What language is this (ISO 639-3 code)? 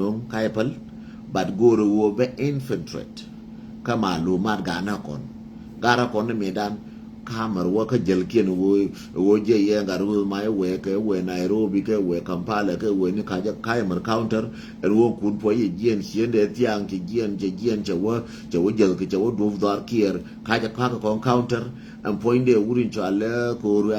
nus